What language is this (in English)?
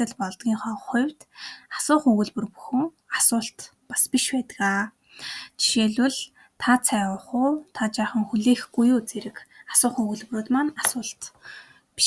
Mongolian